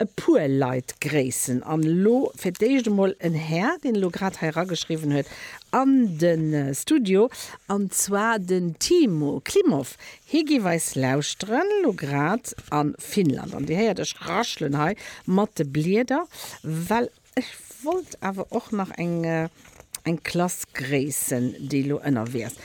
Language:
Luxembourgish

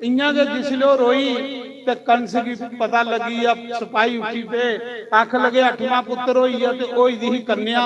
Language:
Dogri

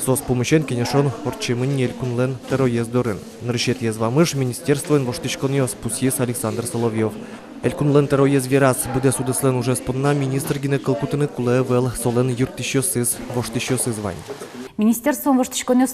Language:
Udmurt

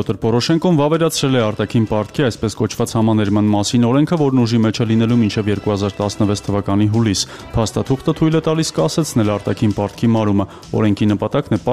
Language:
Armenian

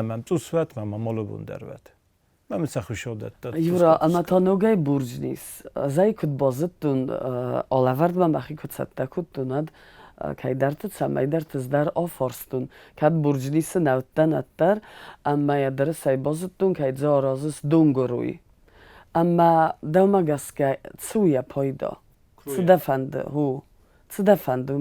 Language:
Ossetic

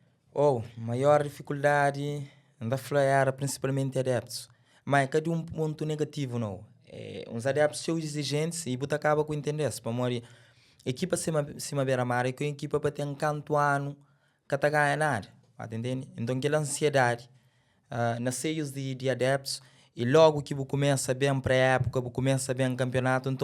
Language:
Kabuverdianu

